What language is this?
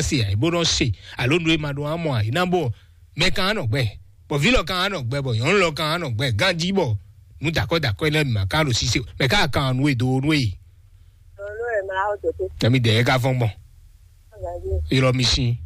Fon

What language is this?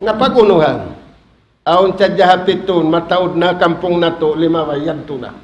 Tausug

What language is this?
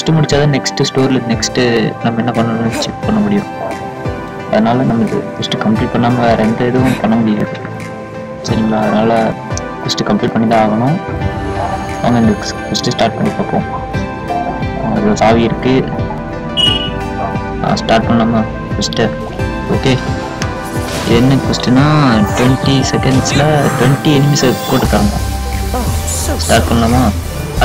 Tamil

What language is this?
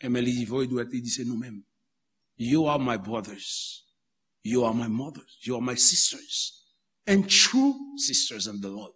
Haitian Creole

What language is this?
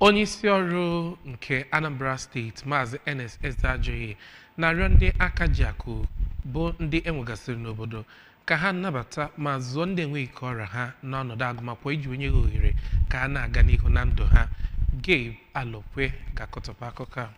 Igbo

